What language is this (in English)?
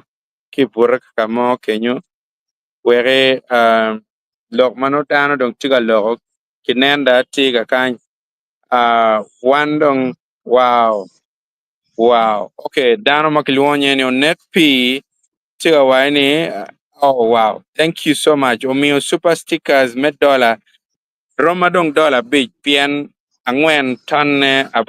Acoli